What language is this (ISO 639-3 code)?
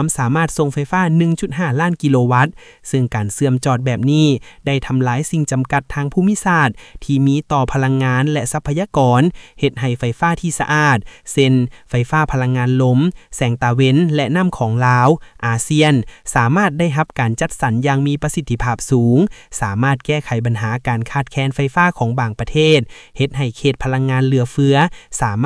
lao